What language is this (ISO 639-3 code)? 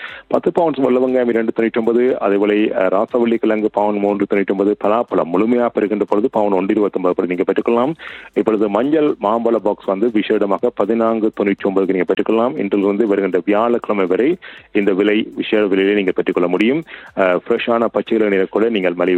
tam